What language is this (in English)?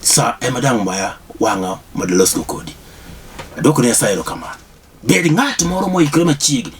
Luo (Kenya and Tanzania)